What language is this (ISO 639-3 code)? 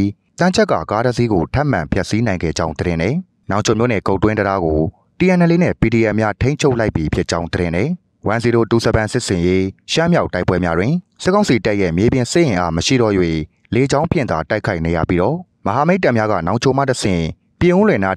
mya